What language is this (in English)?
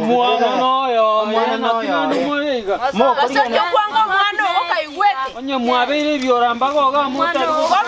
Gusii